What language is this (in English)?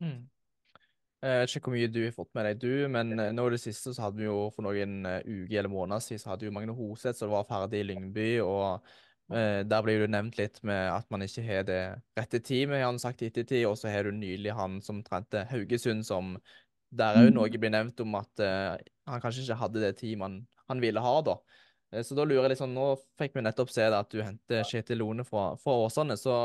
Norwegian